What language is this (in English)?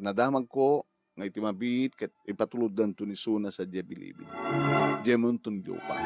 Iloko